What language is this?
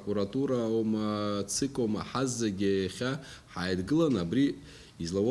Abkhazian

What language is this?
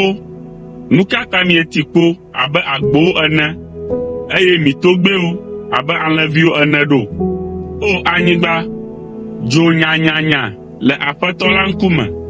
Ewe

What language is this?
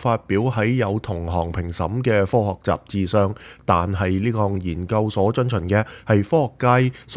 Cantonese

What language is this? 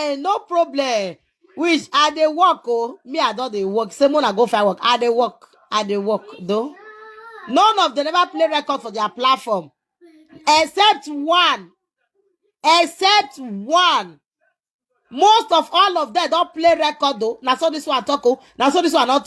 Nigerian Pidgin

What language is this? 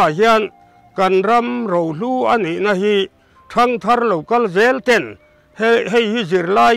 Mizo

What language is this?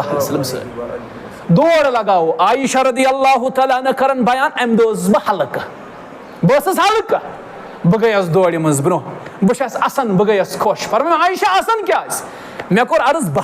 Kashmiri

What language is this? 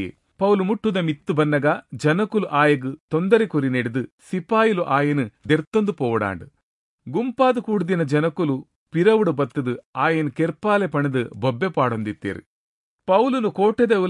Tulu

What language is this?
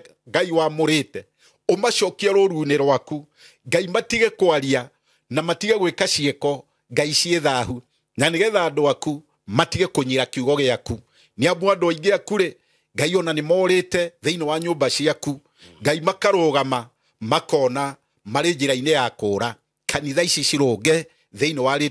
Kikuyu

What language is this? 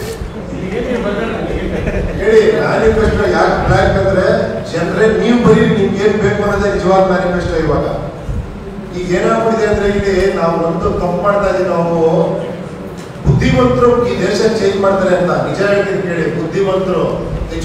Kannada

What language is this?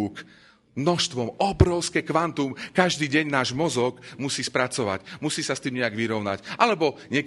Slovak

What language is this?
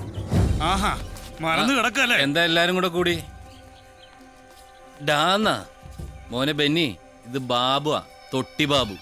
Malayalam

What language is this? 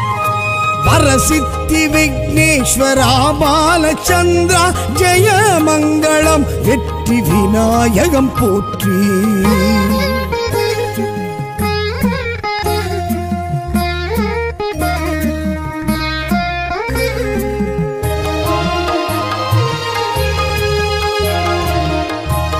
Tamil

